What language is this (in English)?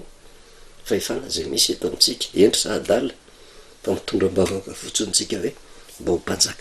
Malagasy